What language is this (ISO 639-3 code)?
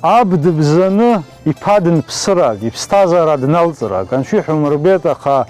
abk